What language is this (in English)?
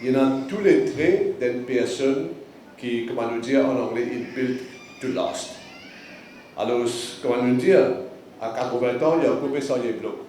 Morisyen